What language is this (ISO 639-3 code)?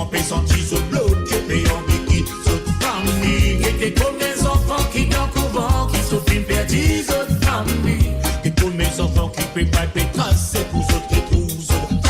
mfe